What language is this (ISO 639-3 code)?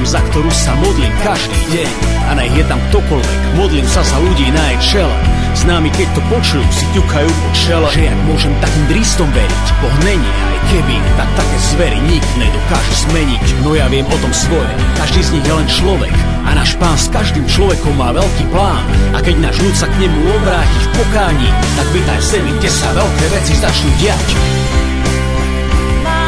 slk